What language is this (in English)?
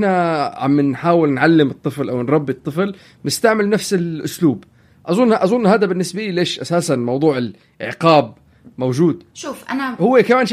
North Levantine Arabic